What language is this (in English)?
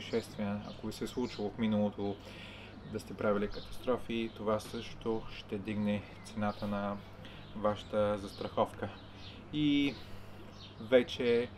Bulgarian